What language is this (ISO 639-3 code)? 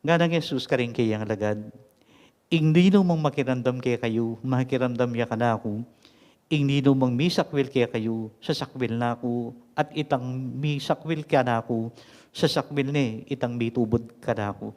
pam